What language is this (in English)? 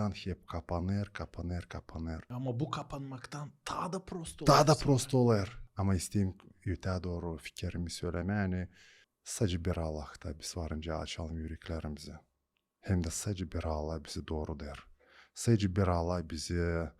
Gagauz